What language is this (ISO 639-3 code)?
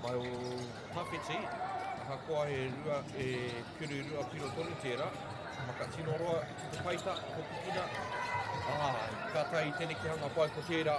mri